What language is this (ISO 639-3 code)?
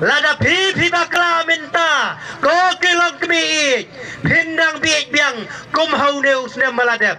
kha